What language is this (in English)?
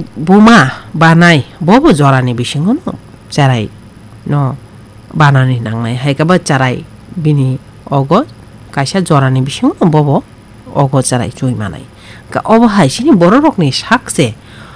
Kok Borok